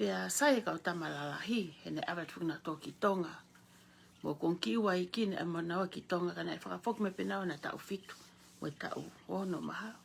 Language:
Tongan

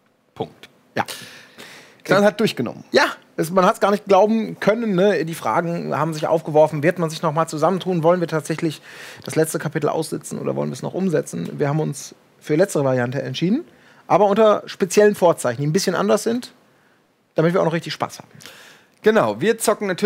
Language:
German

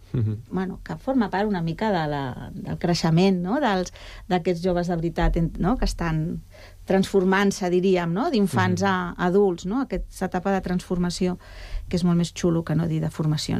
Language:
Catalan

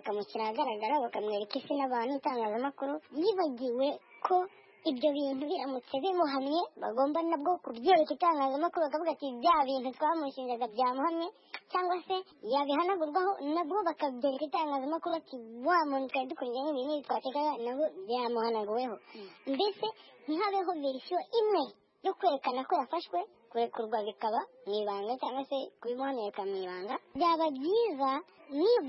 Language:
Kinyarwanda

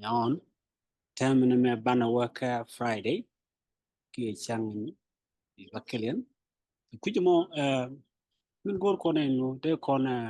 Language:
Nuer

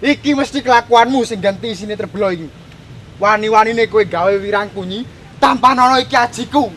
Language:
Javanese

